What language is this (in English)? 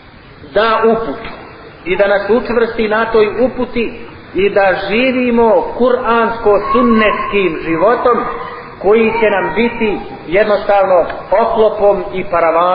Bosnian